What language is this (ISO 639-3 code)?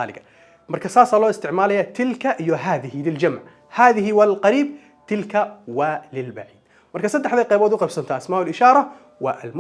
som